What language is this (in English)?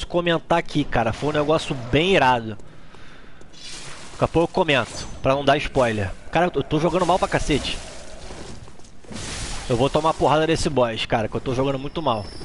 Portuguese